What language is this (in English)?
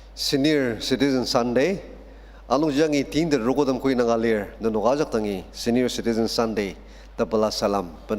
Ao Naga